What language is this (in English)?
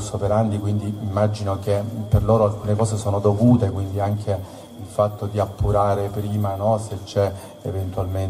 Italian